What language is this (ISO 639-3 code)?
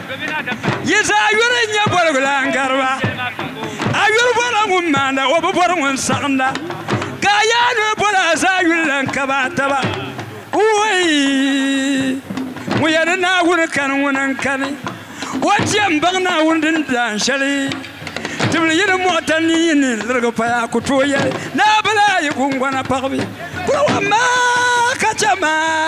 dag